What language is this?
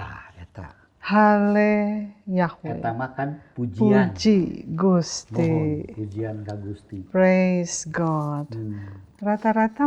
Sundanese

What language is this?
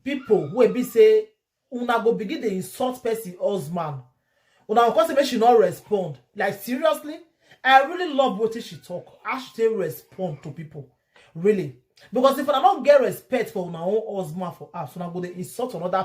Nigerian Pidgin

